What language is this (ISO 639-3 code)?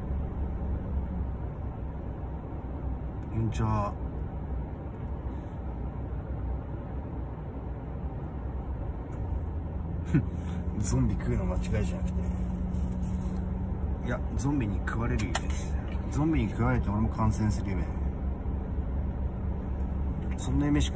jpn